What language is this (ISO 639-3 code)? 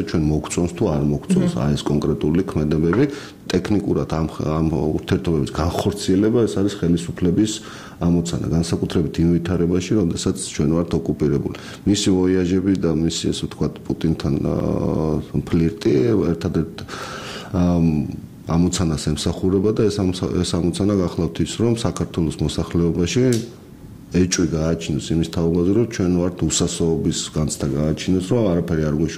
kat